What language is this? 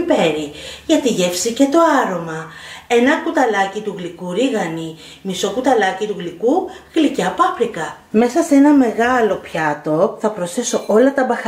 Greek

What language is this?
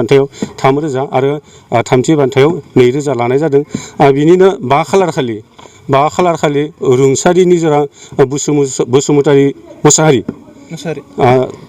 Bodo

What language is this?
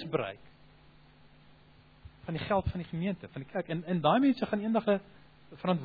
Afrikaans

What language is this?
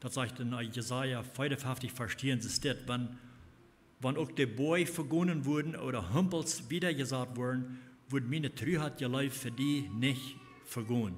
Plautdietsch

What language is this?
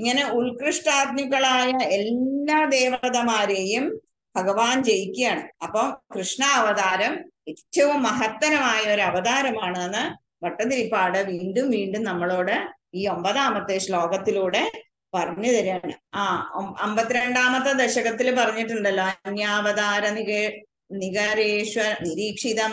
Malayalam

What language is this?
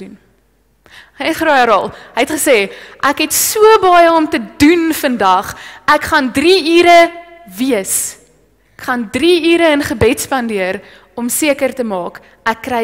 Afrikaans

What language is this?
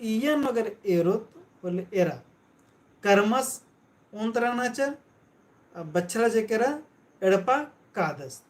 Kurukh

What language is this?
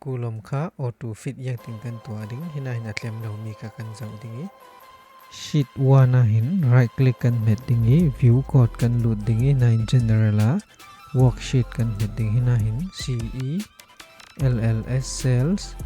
Falam Chin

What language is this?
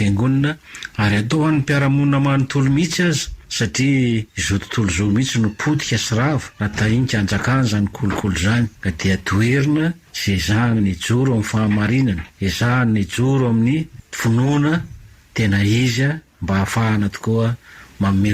Malagasy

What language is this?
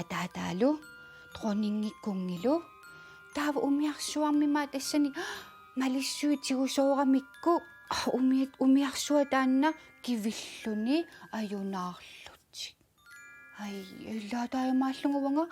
Kalaallisut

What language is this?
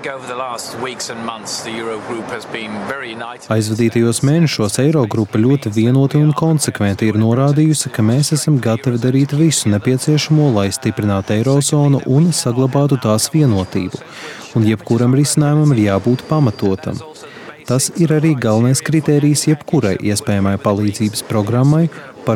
Latvian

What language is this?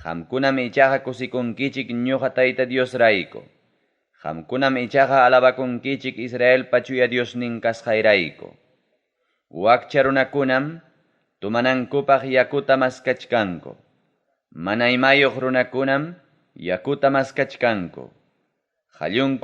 Ayacucho Quechua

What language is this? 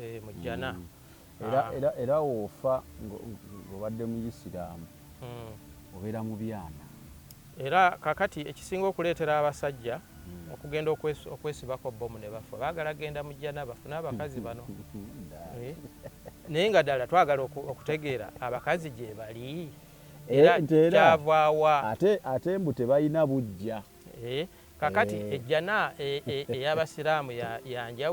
Ganda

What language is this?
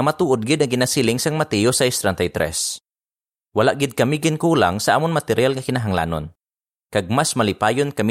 Hiligaynon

